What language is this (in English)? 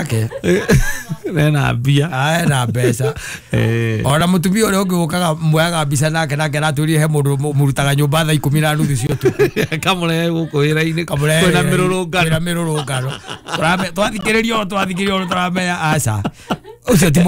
Kikuyu